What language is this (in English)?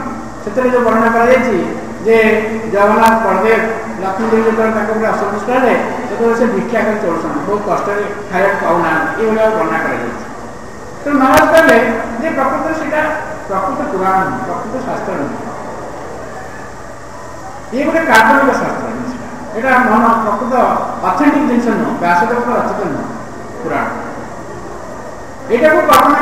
Odia